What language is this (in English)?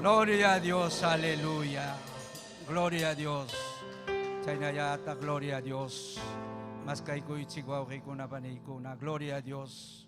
Ayacucho Quechua